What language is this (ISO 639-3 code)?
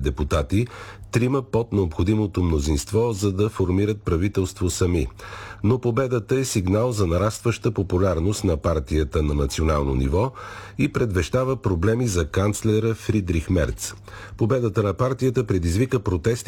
bul